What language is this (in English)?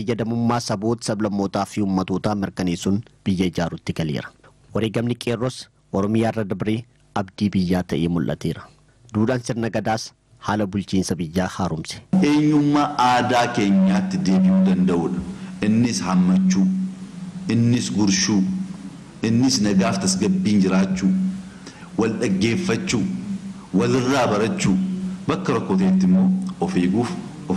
Oromo